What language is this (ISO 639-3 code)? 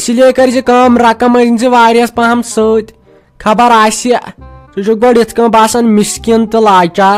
kas